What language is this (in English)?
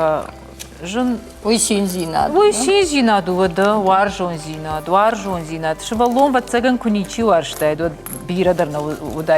Ossetic